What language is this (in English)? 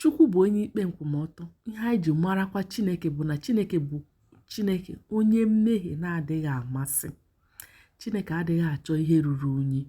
Igbo